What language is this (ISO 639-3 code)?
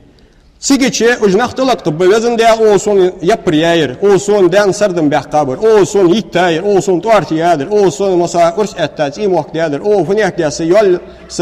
inh